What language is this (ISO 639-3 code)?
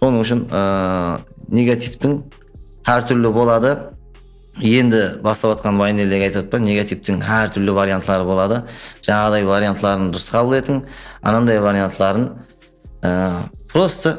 kaa